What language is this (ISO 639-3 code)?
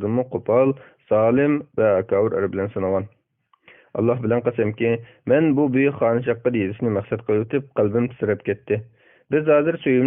uig